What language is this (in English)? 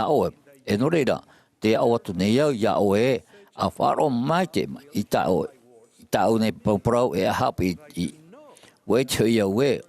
Tahitian